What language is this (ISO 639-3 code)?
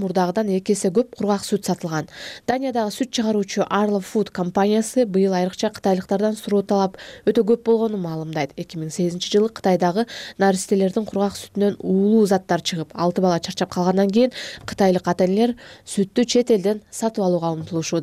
kir